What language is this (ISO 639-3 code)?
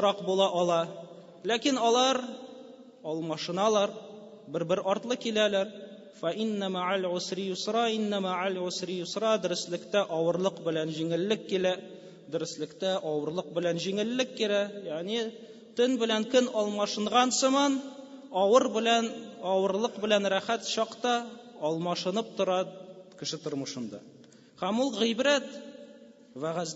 tat